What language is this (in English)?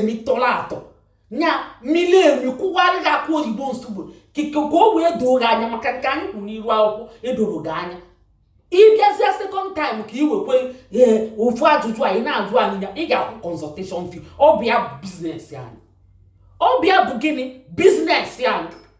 Igbo